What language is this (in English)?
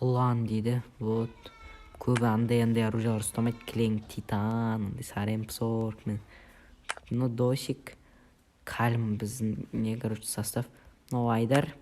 Kazakh